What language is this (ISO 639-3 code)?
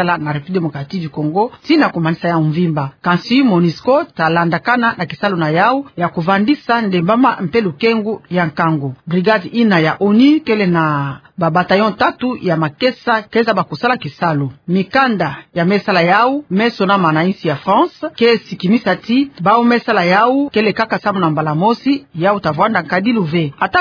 ktu